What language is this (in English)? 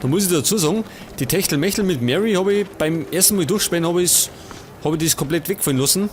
Bavarian